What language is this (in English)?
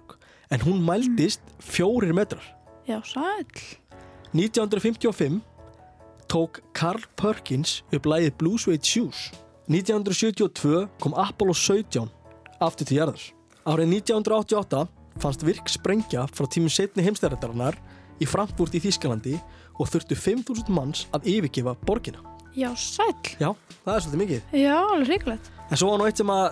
Icelandic